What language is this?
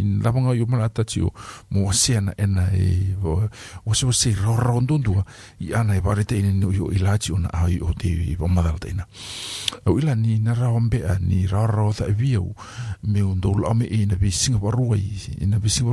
Fijian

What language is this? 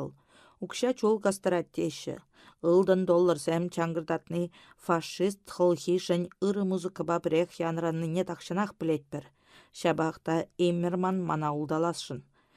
Chuvash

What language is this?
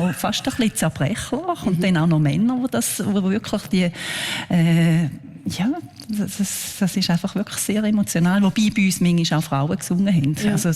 Swiss German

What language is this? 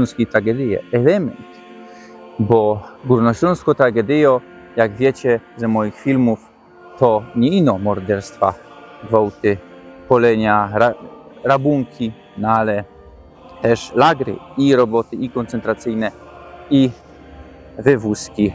Silesian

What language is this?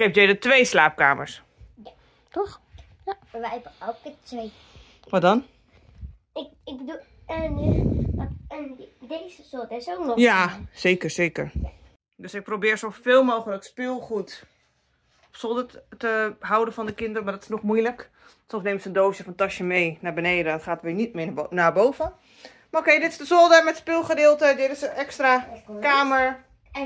Dutch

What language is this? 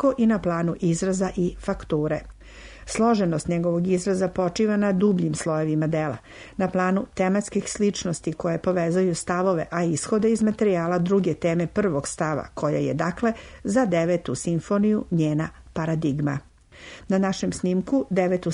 Serbian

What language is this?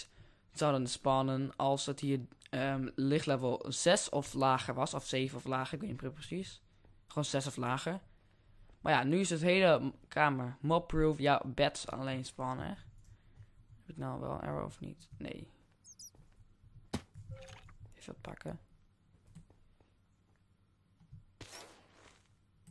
Dutch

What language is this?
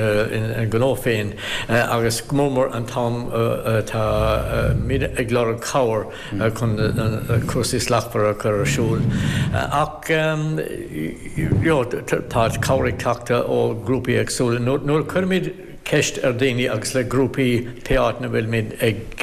Irish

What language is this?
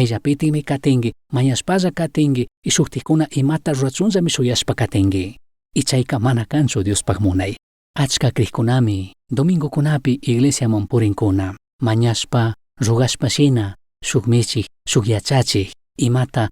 Chimborazo Highland Quichua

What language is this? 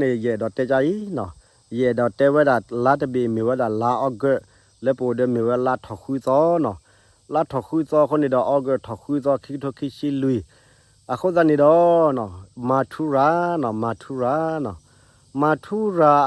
S'gaw Karen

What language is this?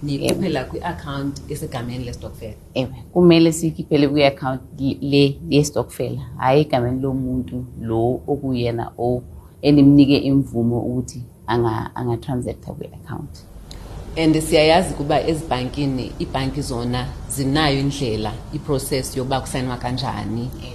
Xhosa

